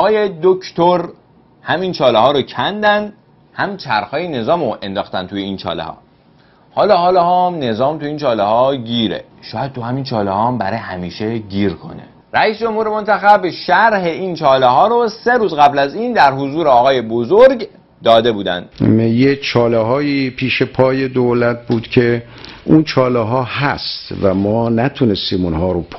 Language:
Persian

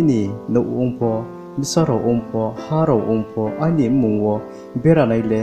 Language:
Riang (India)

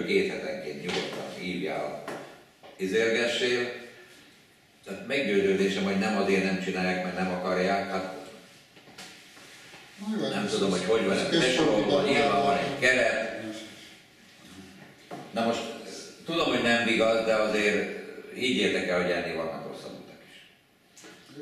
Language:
Hungarian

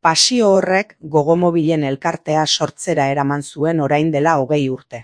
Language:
Basque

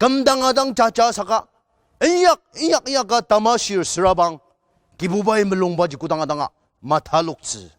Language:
Ao Naga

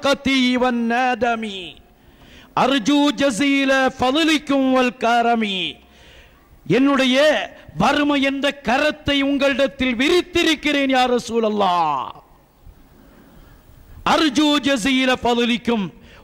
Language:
Tamil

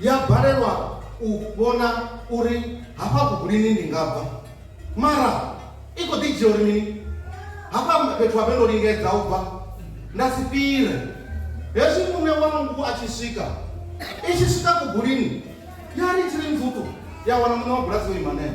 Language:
Venda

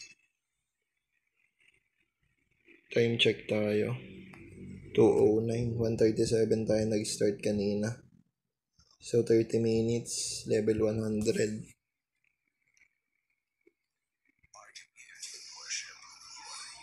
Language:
Filipino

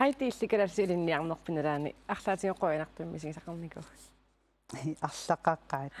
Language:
Kalaallisut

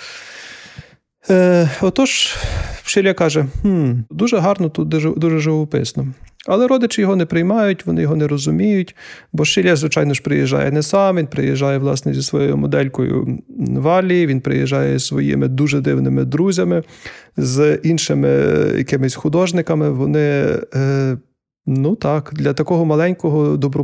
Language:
Ukrainian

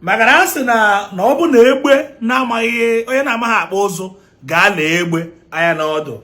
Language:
Igbo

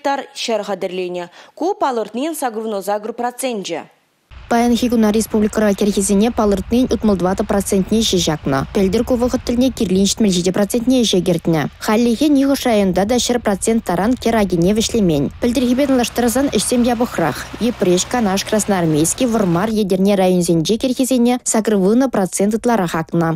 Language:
Chuvash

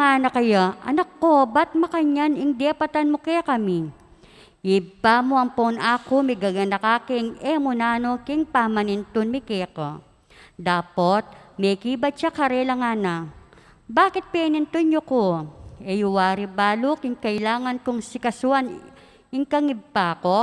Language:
Pampanga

